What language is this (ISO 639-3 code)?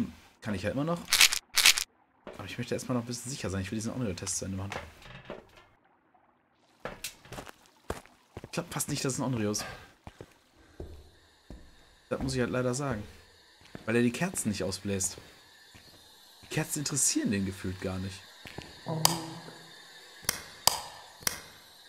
deu